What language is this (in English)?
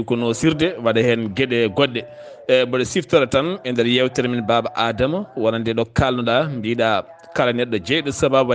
Fula